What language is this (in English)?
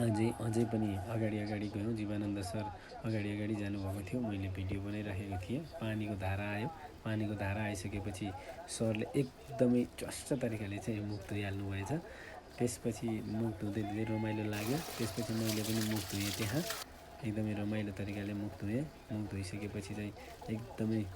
Nepali